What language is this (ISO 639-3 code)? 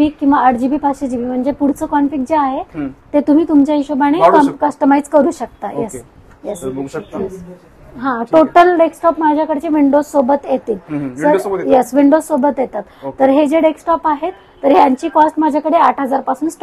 mar